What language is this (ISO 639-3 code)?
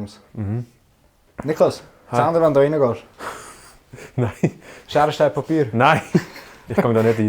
gsw